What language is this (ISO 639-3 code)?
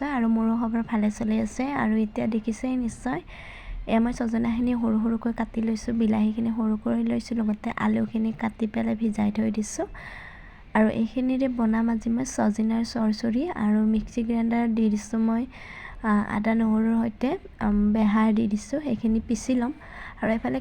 asm